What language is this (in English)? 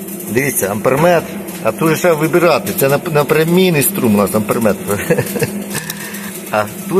Ukrainian